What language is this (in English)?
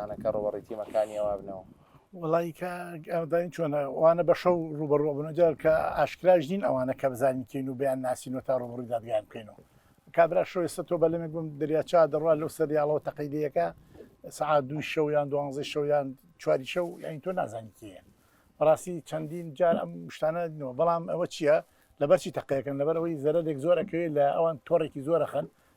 Central Kurdish